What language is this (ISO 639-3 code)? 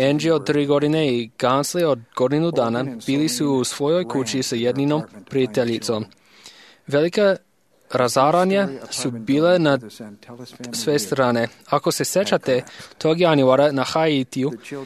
hrv